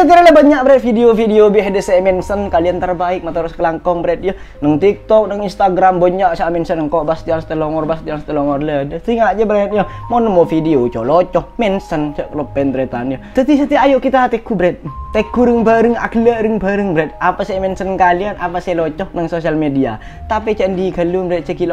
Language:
Madurese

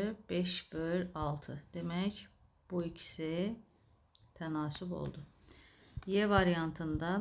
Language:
Azerbaijani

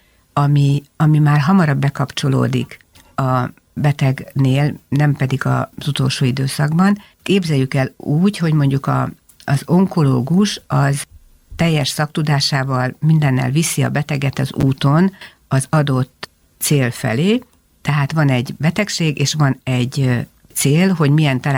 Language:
Hungarian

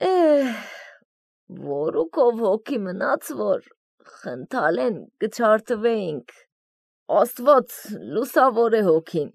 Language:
Armenian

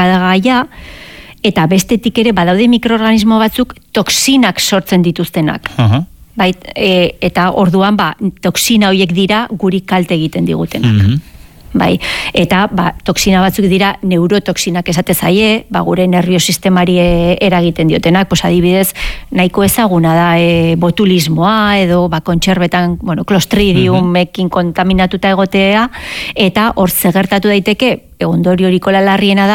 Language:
Basque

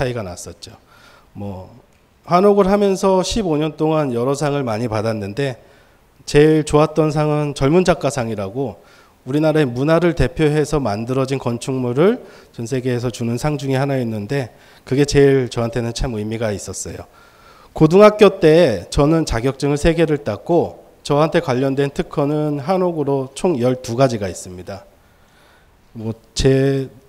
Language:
Korean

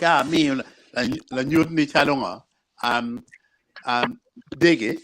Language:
Acoli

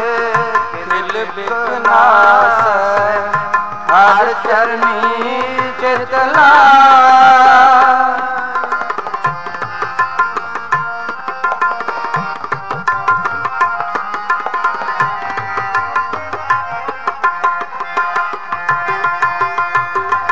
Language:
Punjabi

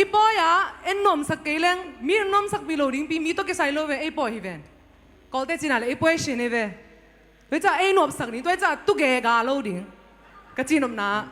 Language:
Tedim Chin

